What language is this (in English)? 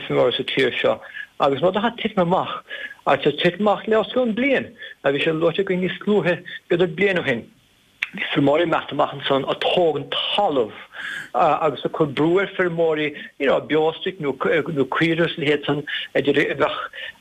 Irish